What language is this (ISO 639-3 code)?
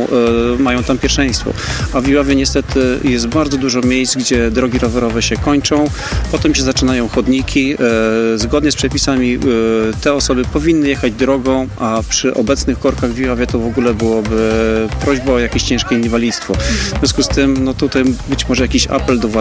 pol